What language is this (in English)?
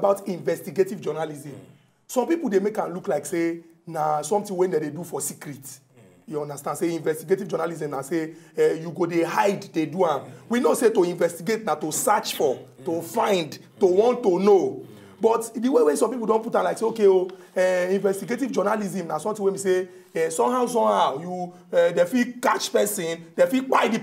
Nigerian Pidgin